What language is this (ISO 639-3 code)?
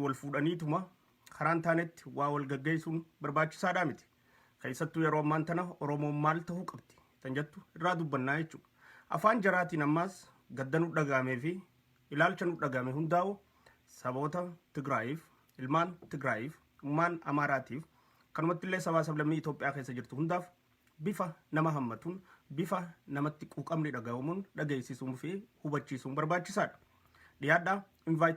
orm